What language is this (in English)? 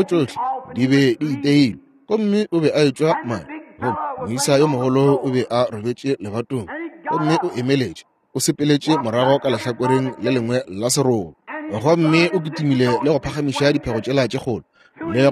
Northern Sotho